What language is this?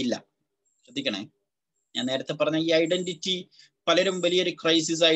Malayalam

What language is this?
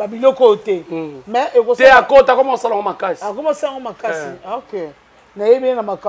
Lingala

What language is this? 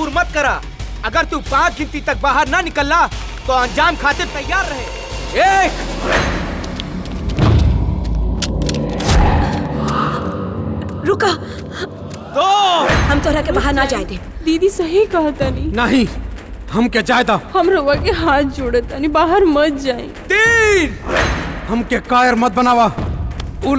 Bhojpuri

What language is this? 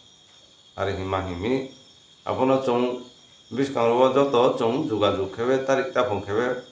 Riang (India)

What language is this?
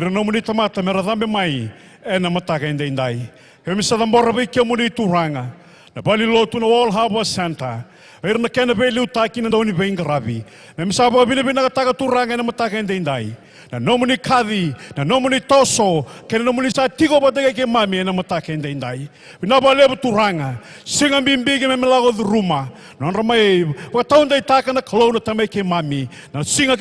Fijian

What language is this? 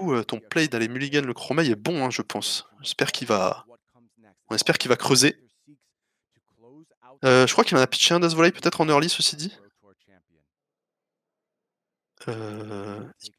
French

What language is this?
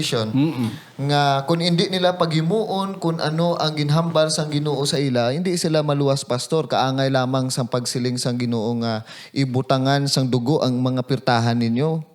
Hiligaynon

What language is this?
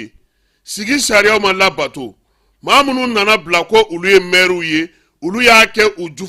Bambara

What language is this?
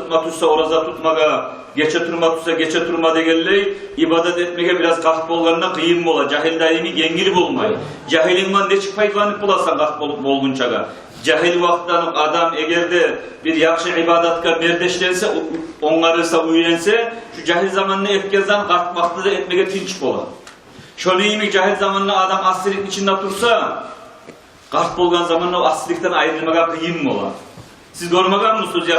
Kumyk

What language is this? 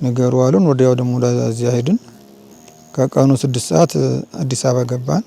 Amharic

